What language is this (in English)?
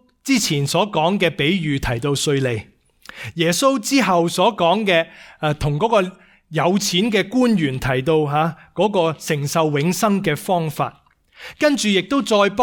Cantonese